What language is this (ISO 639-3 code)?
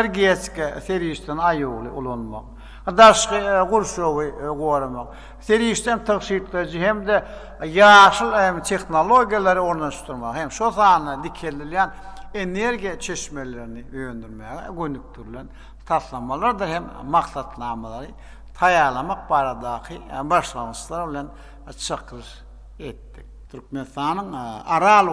tuk